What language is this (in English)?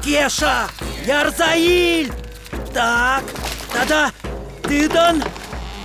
Chuvash